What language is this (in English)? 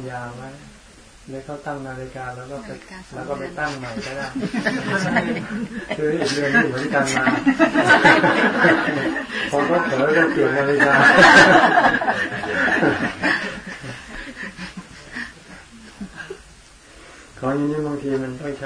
Thai